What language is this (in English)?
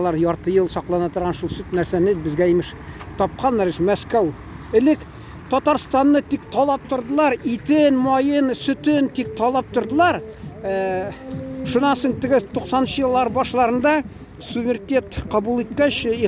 Tatar